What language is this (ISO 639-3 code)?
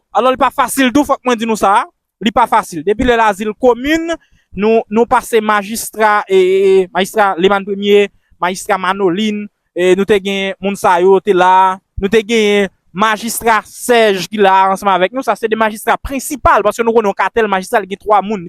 hat